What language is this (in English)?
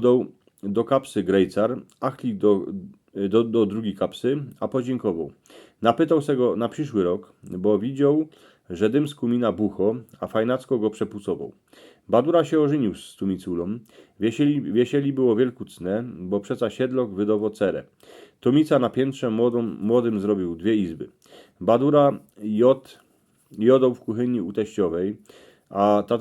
Silesian